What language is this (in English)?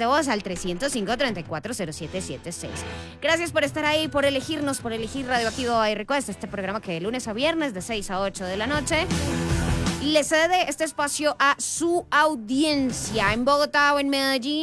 Spanish